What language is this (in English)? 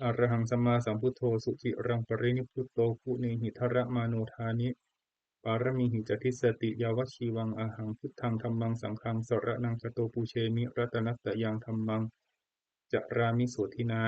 Pali